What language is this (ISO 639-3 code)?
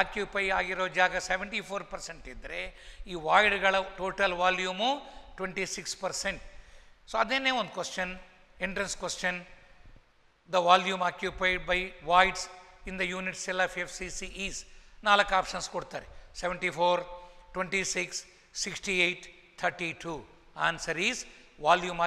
kan